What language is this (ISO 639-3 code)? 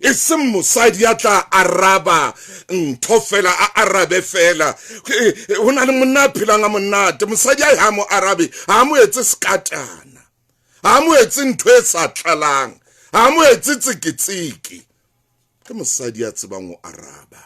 sot